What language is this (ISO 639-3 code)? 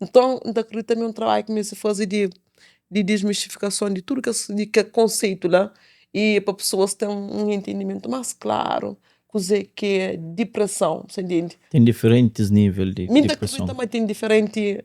kea